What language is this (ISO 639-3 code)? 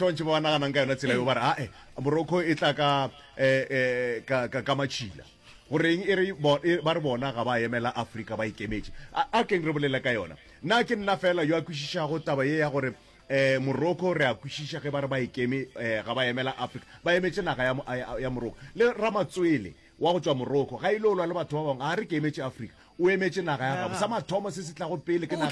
nso